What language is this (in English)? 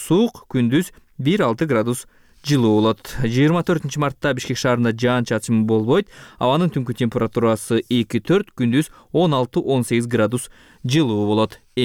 Kyrgyz